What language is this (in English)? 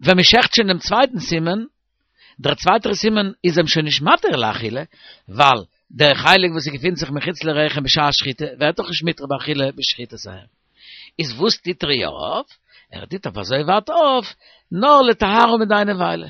Yiddish